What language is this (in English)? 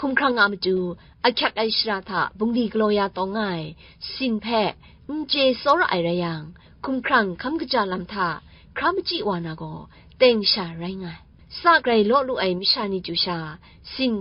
Kachin